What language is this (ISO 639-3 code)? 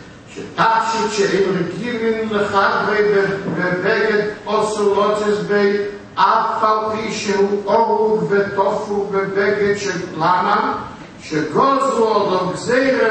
heb